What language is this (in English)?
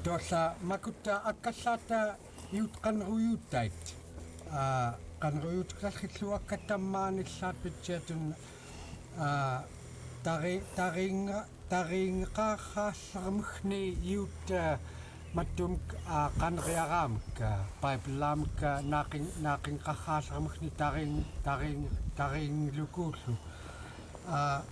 Central Yupik